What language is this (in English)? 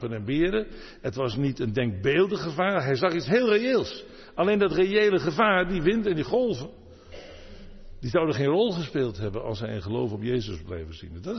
Dutch